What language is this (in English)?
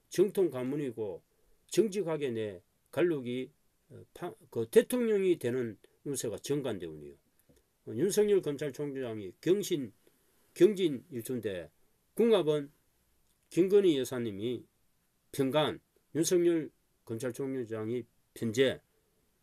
Korean